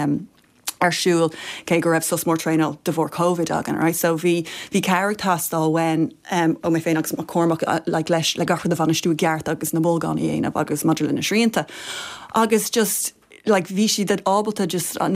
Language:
Irish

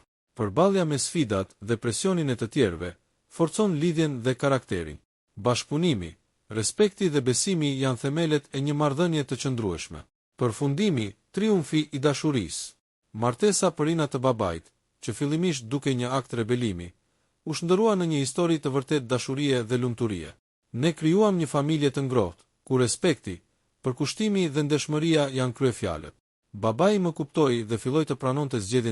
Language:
Albanian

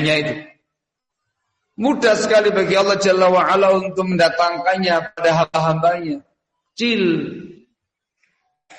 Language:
Indonesian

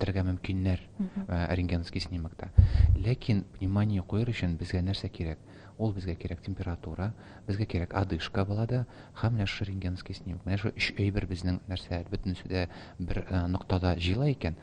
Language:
Tatar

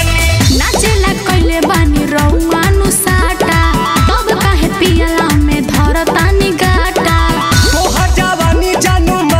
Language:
Bhojpuri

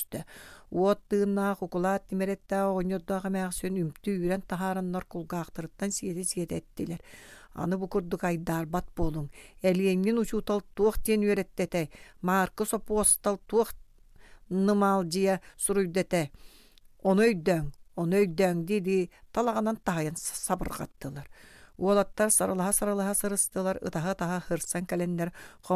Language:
Yakut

